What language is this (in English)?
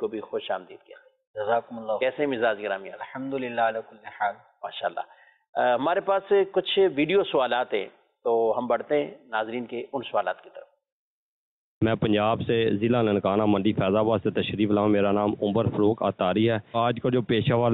Urdu